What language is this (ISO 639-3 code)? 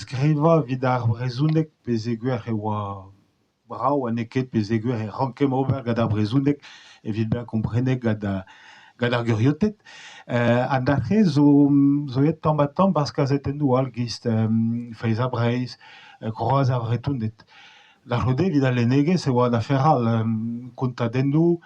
bre